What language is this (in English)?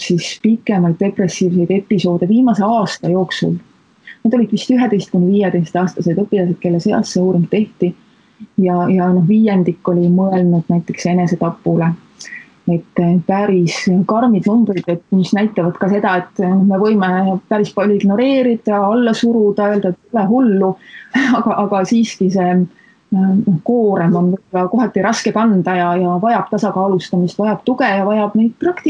Estonian